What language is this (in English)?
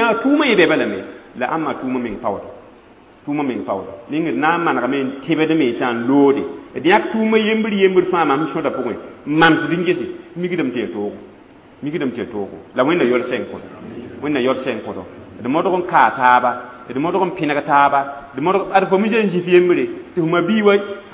Mossi